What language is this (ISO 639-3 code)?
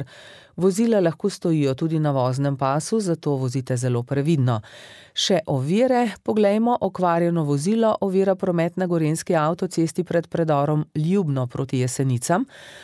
slv